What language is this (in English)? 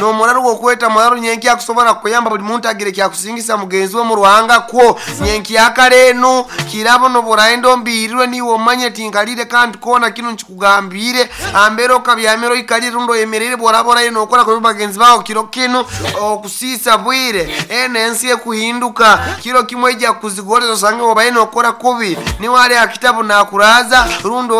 Nyoro